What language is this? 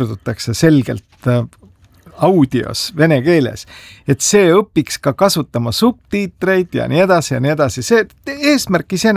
Estonian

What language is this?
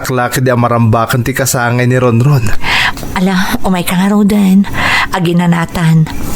Iloko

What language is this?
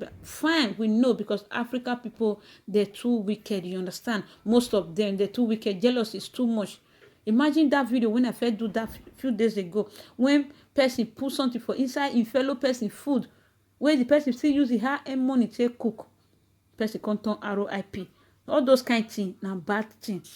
Nigerian Pidgin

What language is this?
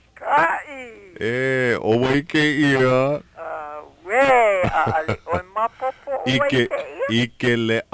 Hawaiian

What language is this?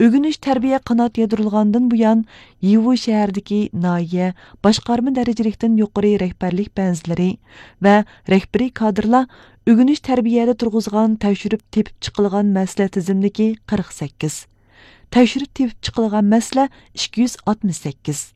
Uyghur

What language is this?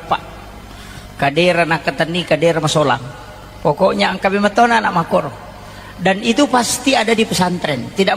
Buginese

